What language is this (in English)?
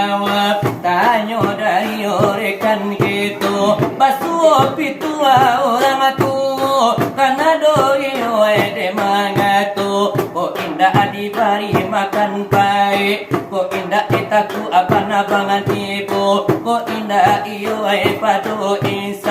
Minangkabau